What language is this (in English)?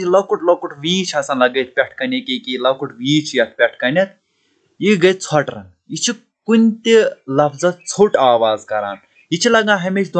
Kashmiri